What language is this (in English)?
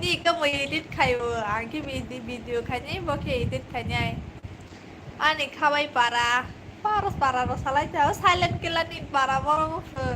Kok Borok